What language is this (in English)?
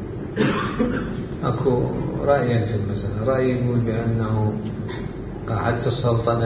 Mesopotamian Arabic